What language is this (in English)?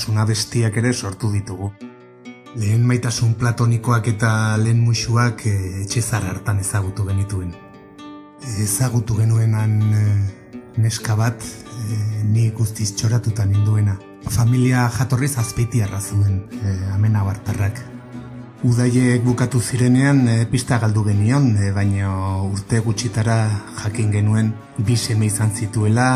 Basque